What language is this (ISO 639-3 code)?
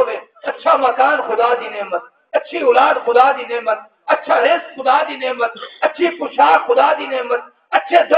skr